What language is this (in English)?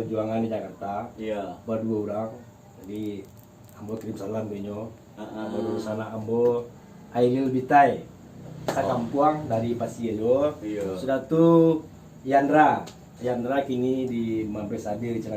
Minangkabau